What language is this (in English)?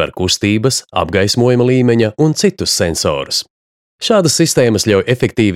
Latvian